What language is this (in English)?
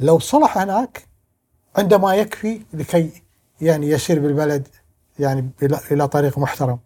Gulf Arabic